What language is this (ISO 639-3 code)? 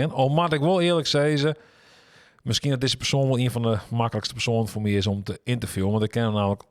fry